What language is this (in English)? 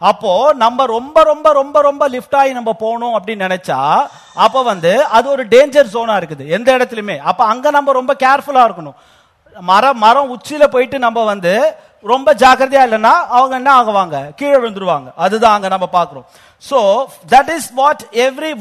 Tamil